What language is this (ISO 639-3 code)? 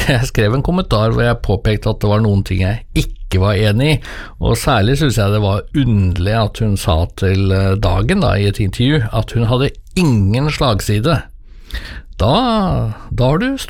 nor